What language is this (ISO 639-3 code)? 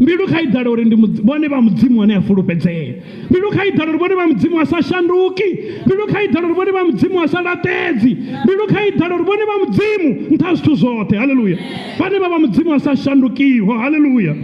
ven